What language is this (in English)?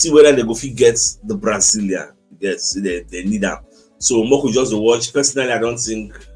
Nigerian Pidgin